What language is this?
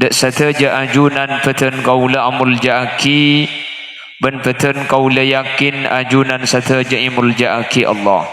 Madurese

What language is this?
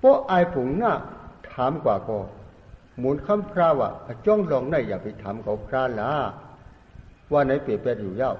Shan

